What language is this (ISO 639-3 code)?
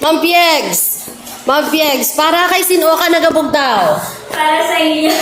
hil